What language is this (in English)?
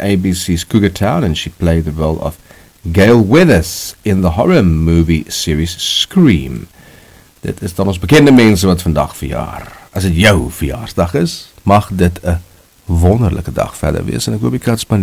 Afrikaans